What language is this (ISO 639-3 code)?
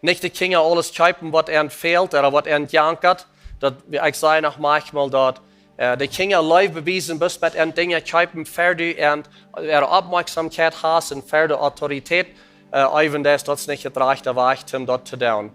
pdt